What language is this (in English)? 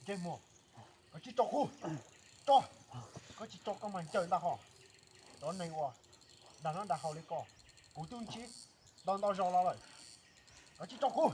Hmong